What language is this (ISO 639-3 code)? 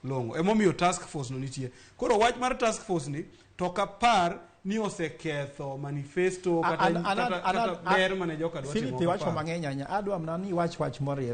luo